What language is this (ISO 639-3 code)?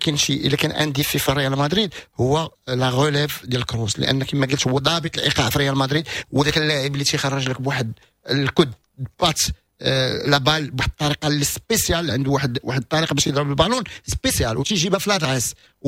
ary